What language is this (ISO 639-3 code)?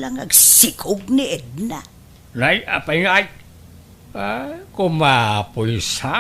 ilo